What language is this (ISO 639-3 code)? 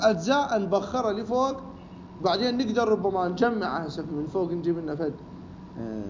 acm